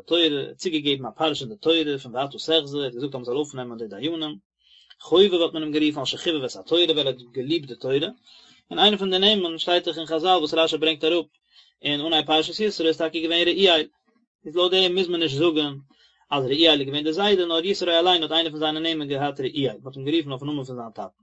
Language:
Yiddish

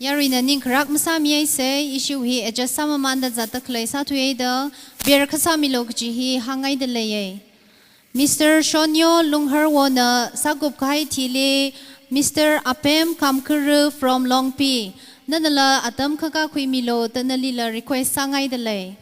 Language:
Tangkhul Naga (India)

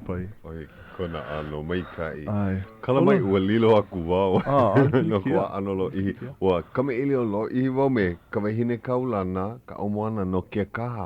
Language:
Hawaiian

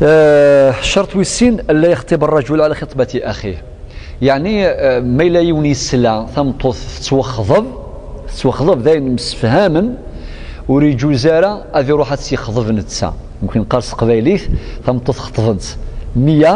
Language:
Kabyle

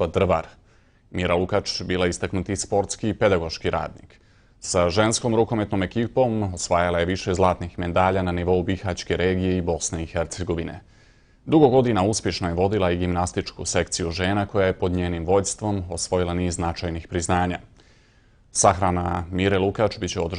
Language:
Bosnian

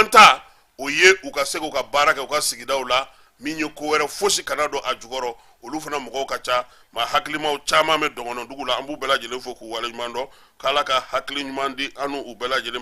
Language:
Bambara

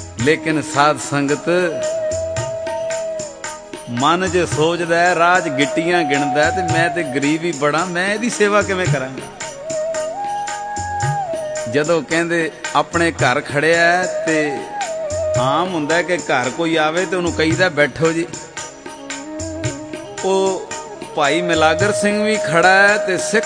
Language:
Punjabi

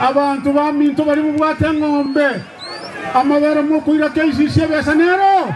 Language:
Gusii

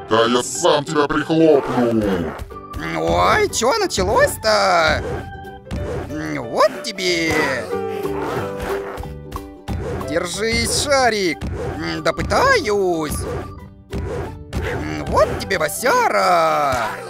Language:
Russian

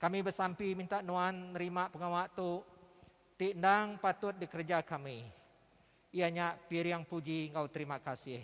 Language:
Iban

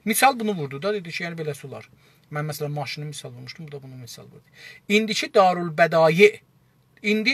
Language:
South Azerbaijani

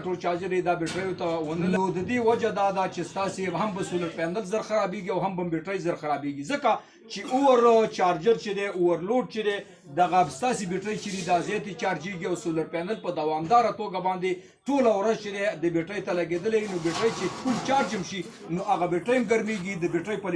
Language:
Pashto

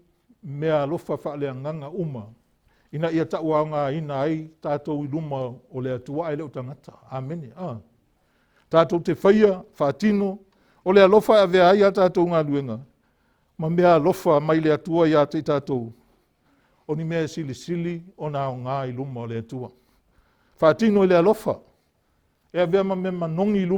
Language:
Samoan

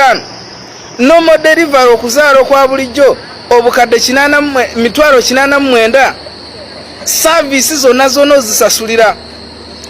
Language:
Ganda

